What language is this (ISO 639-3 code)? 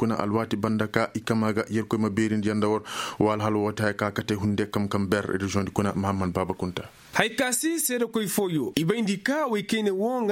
ses